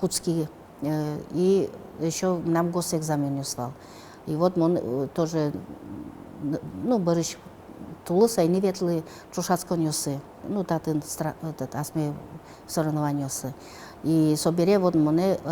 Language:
Udmurt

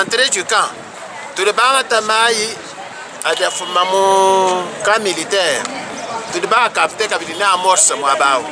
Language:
Luba-Lulua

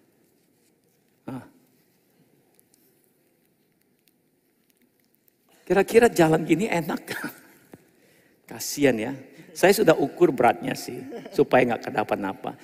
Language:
Indonesian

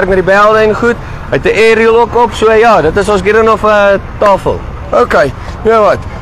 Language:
Afrikaans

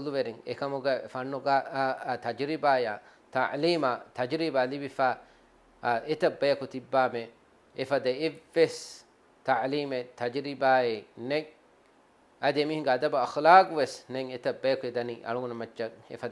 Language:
Divehi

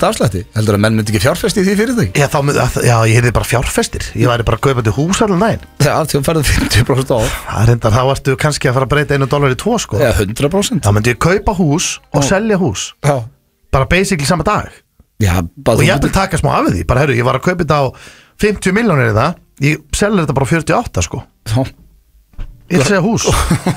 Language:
Icelandic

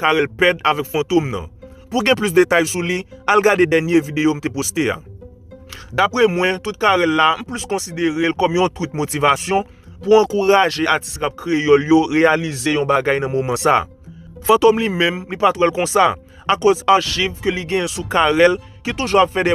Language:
Haitian Creole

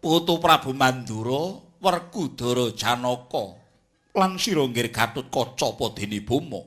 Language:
Javanese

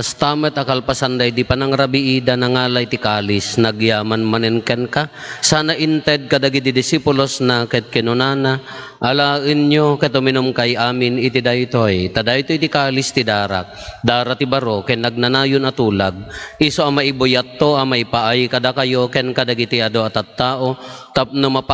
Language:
Iloko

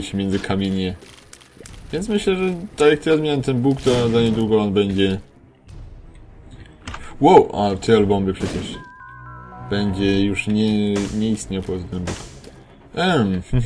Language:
Polish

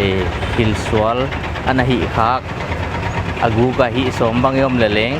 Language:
Paite Chin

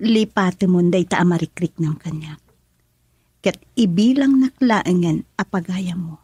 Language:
Iloko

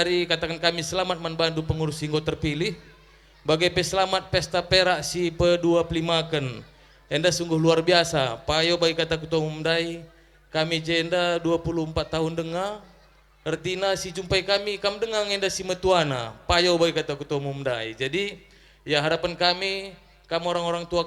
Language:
Batak Karo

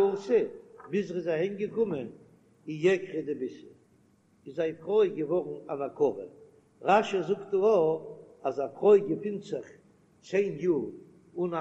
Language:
Yiddish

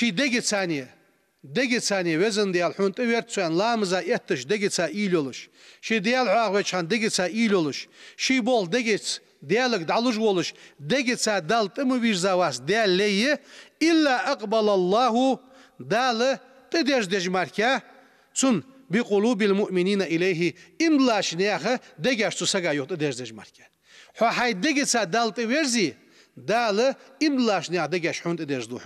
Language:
Ingush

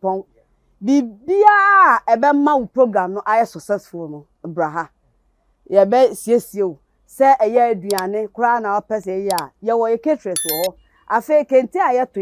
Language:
Akan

